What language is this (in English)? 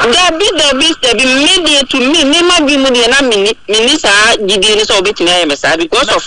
Akan